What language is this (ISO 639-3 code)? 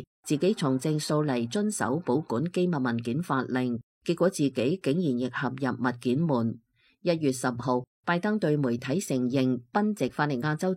yue